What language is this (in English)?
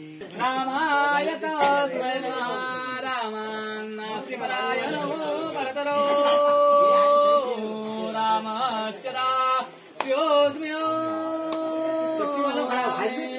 Marathi